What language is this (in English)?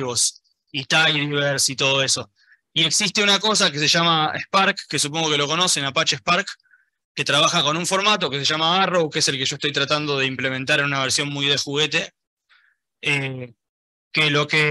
Spanish